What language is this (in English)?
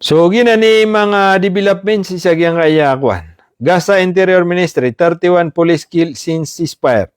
Maranao